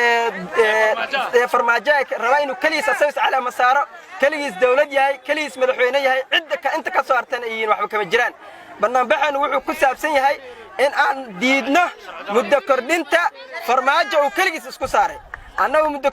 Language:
Somali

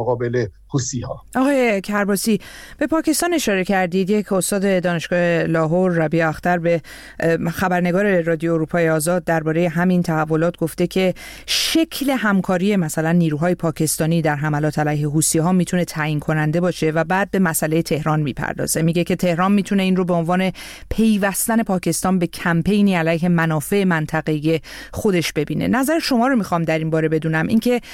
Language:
Persian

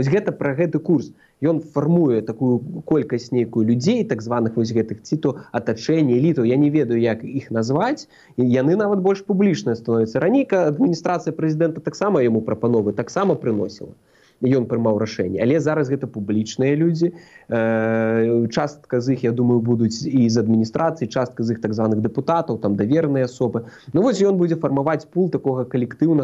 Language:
Belarusian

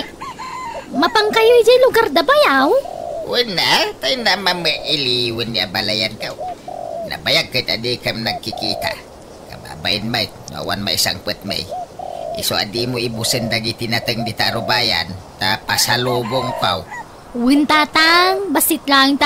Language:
Iloko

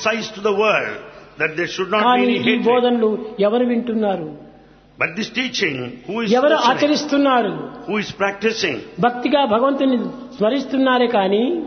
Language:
Telugu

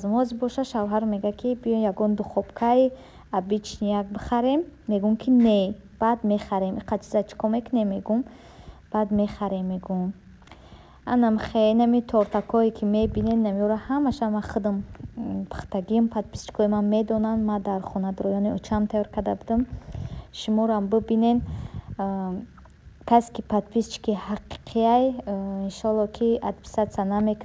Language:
Tajik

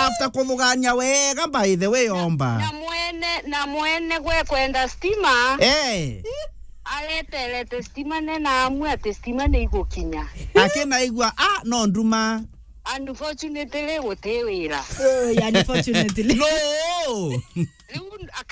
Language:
Meru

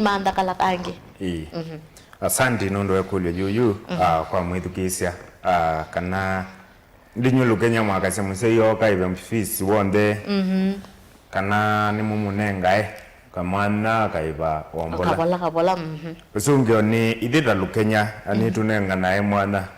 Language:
Kamba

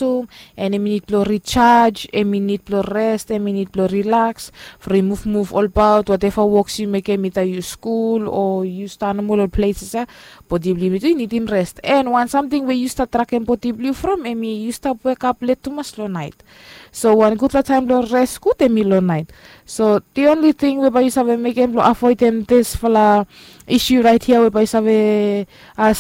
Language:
Bislama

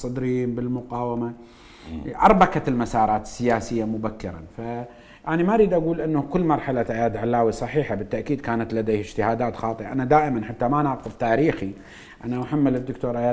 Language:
Mesopotamian Arabic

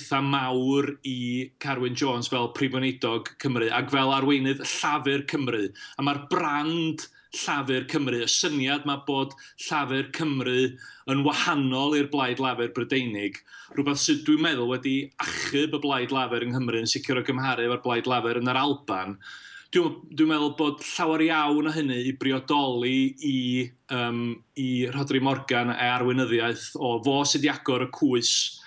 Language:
Welsh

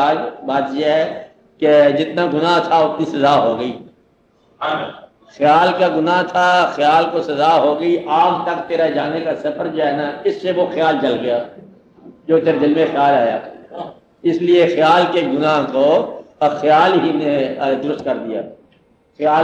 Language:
Urdu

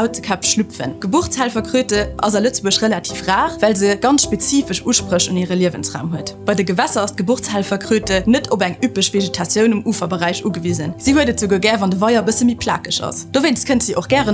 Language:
Luxembourgish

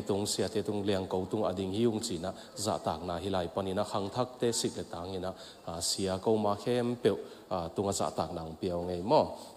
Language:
Tedim Chin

